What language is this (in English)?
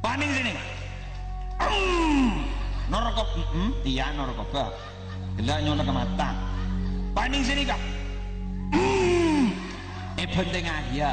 Madurese